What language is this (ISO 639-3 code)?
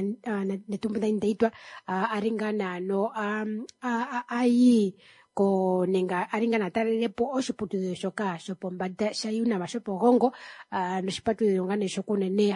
kua